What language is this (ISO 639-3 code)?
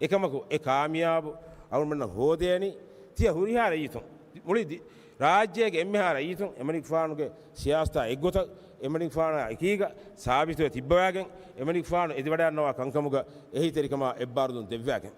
div